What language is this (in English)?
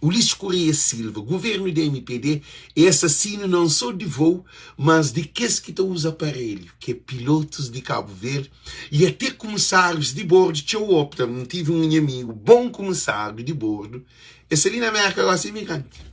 Kabuverdianu